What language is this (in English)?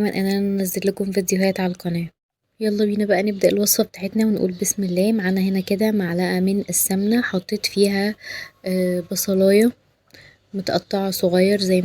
Egyptian Arabic